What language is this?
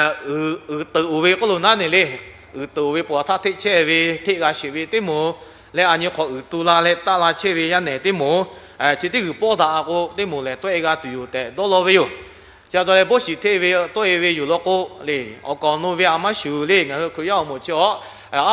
Lahu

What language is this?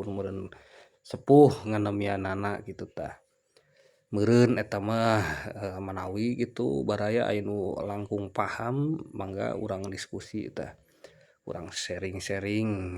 Sundanese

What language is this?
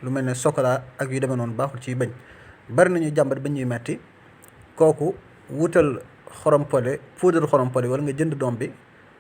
Wolof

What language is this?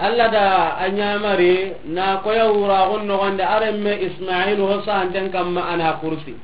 Soninke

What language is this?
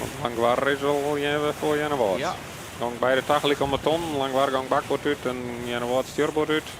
Western Frisian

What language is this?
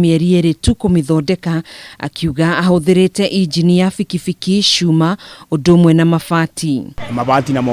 Kikuyu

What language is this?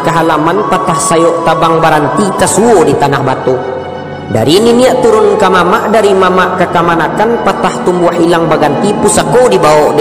Minangkabau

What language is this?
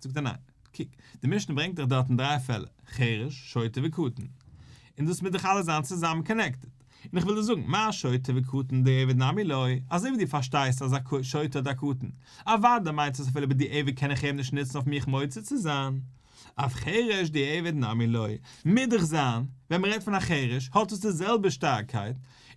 Yiddish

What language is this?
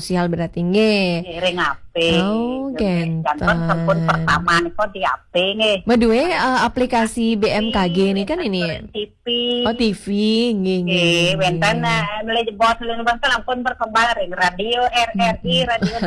Balinese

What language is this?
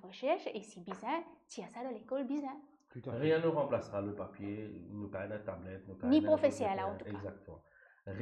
Morisyen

